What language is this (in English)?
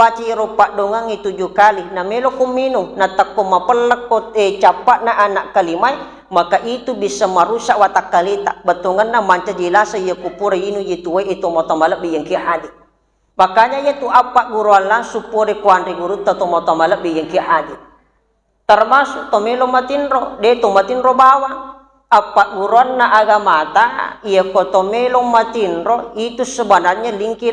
Buginese